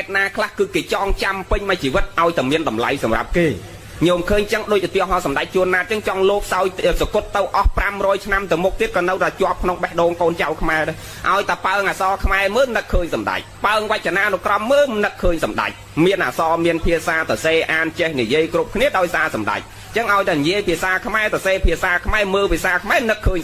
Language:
Khmer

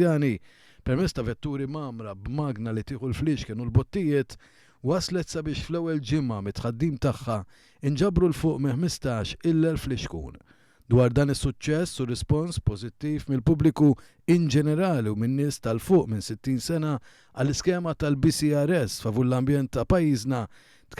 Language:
Maltese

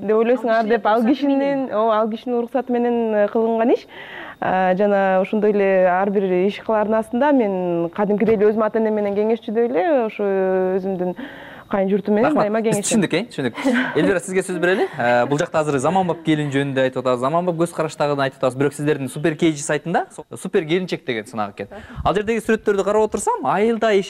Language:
Kyrgyz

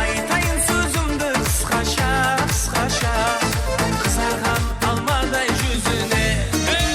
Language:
Kara-Kalpak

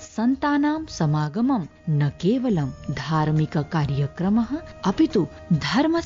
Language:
Sanskrit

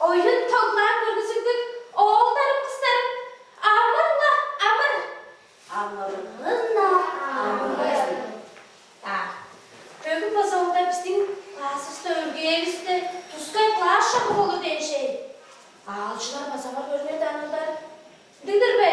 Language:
Tuvinian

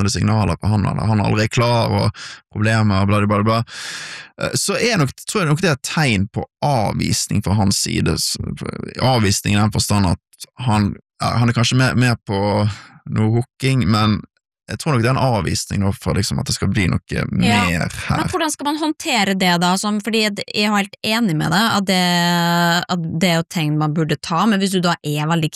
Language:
Norwegian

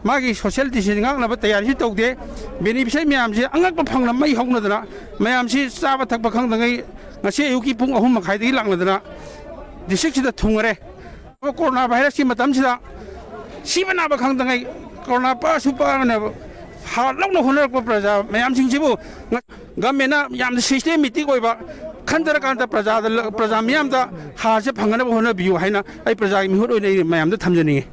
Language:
Manipuri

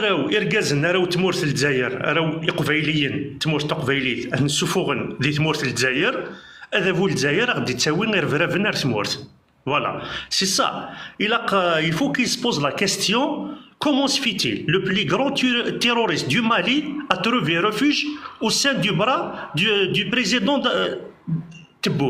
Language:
Kabyle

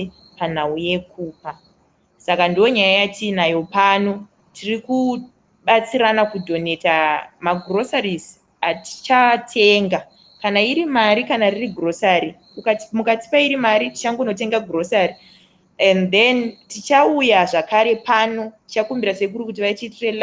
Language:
Shona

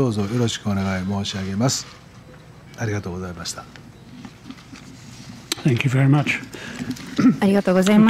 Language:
Japanese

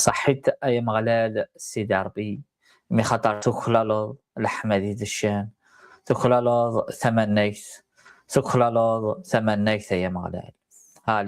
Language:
Kabyle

